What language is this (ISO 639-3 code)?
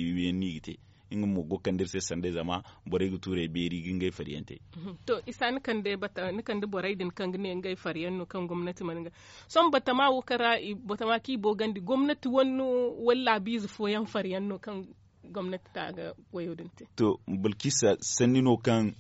dje